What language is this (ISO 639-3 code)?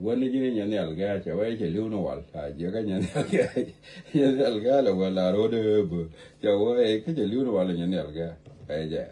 nus